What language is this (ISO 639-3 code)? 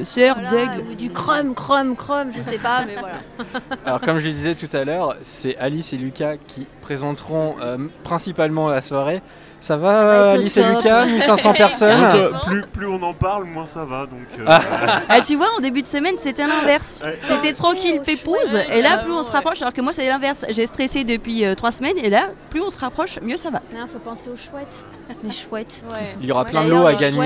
fra